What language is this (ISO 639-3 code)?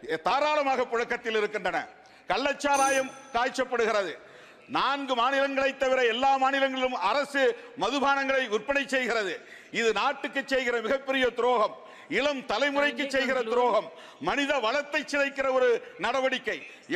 tam